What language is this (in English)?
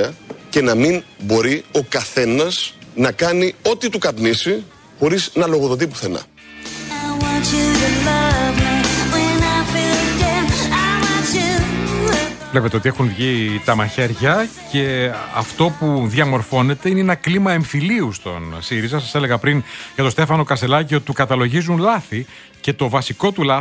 Greek